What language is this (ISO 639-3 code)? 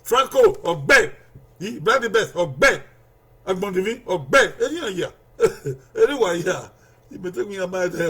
bin